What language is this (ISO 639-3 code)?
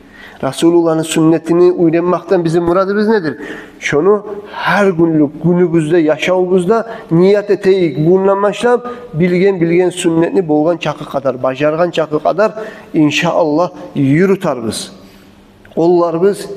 kum